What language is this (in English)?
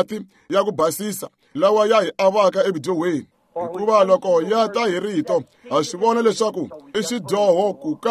Tsonga